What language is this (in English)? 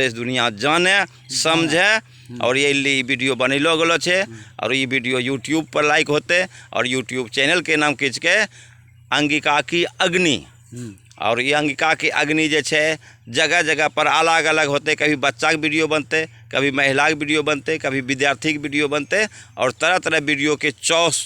Angika